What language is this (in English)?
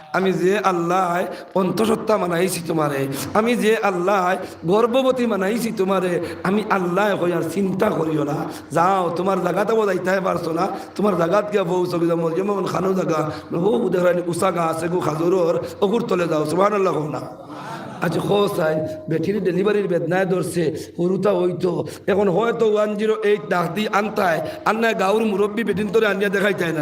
Sylheti